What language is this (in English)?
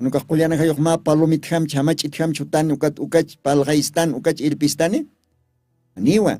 Aymara